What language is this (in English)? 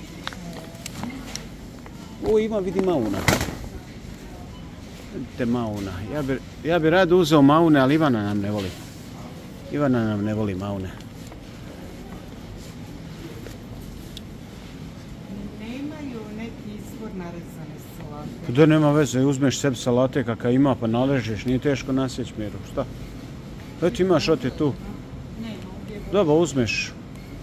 Croatian